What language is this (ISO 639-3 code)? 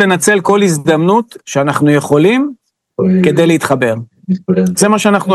heb